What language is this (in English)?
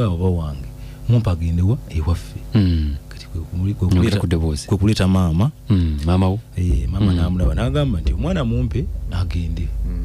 Ganda